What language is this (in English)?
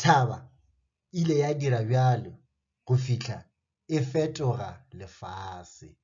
Northern Sotho